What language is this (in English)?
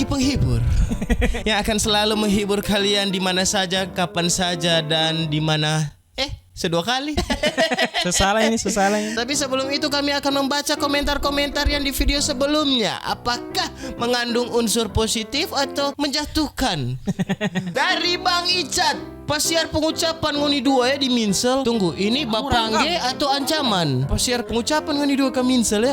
Manado Malay